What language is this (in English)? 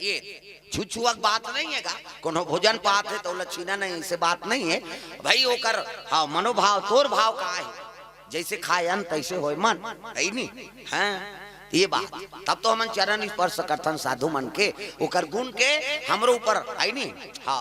Chhattisgarhi